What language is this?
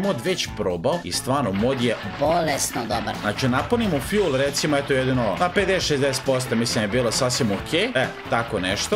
Croatian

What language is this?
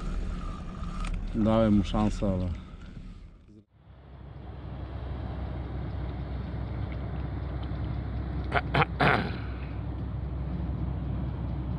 Polish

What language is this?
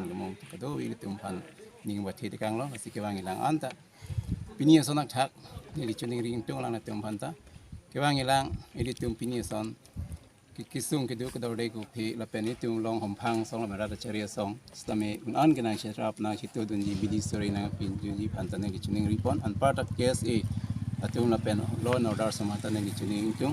Karbi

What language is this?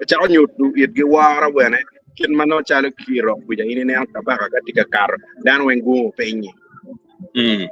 Acoli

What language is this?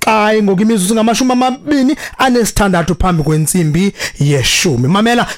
Xhosa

